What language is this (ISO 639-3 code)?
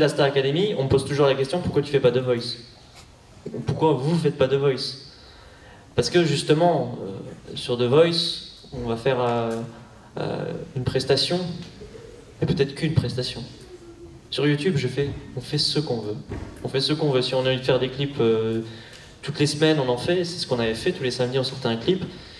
fra